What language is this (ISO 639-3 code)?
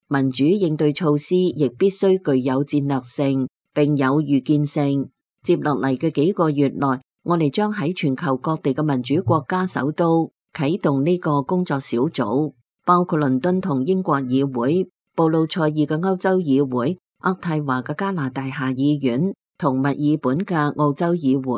yue